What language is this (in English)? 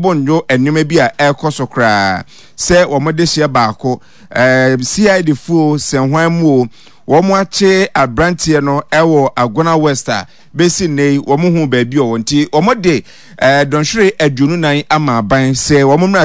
Akan